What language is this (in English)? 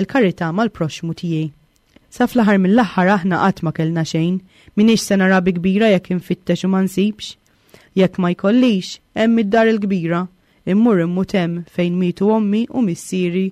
Maltese